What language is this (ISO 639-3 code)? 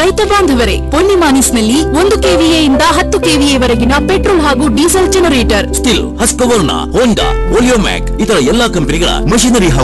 kan